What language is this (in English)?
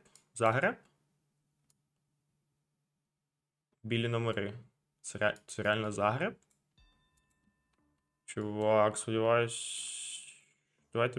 Ukrainian